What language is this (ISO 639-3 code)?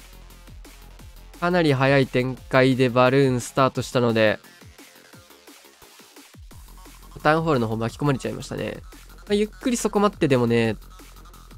jpn